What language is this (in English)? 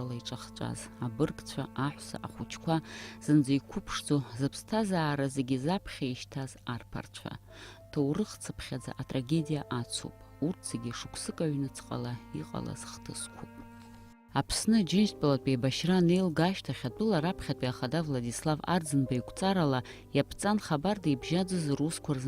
Abkhazian